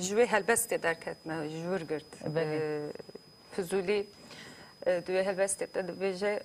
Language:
Kurdish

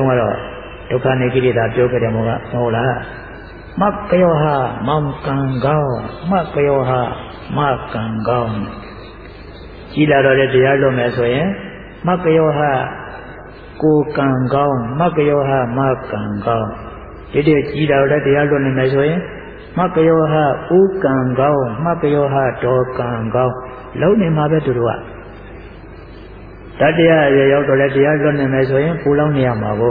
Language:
Burmese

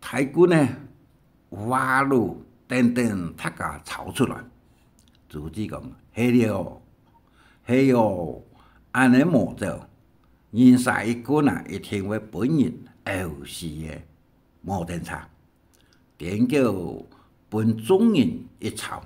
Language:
Hakka Chinese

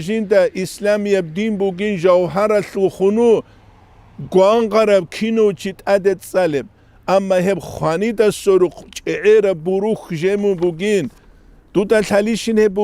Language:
Avaric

